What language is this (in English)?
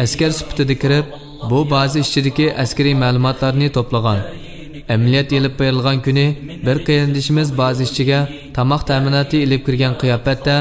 Uyghur